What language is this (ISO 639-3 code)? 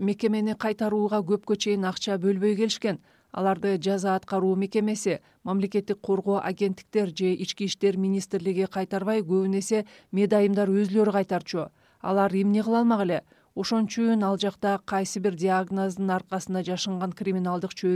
kir